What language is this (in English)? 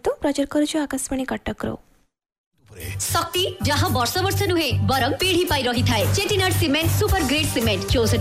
Odia